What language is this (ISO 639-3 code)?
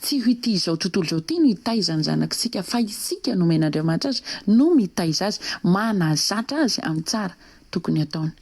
mlg